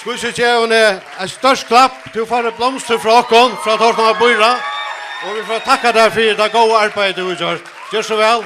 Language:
Faroese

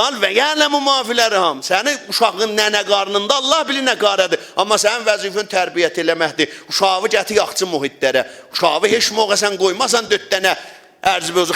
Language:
South Azerbaijani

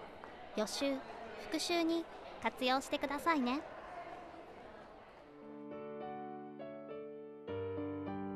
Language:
Japanese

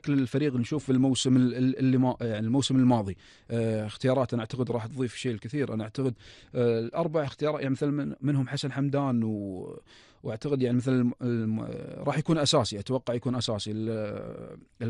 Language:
Gulf Arabic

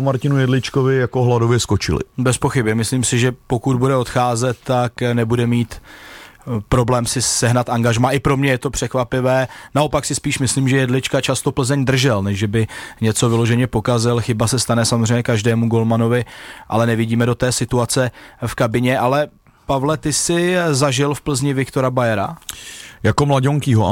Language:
Czech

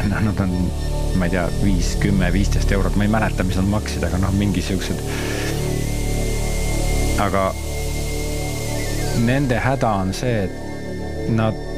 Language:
Estonian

